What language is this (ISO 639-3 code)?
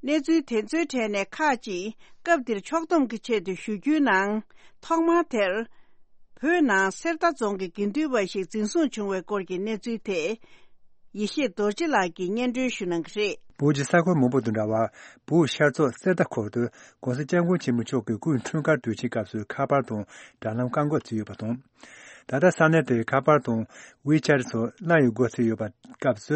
bod